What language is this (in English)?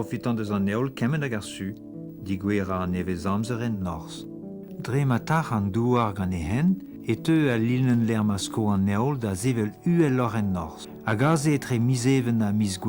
Breton